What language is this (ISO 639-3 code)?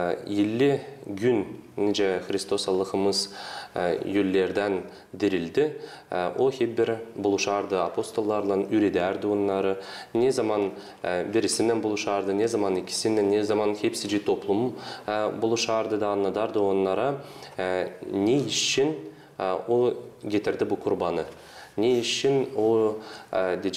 gag